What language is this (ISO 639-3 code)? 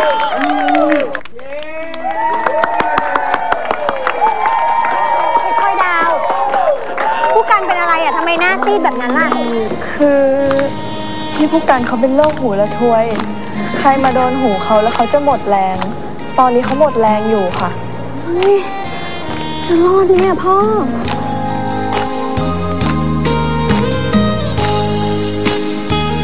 tha